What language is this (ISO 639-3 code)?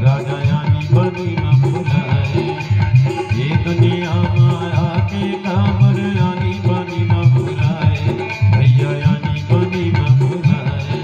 hne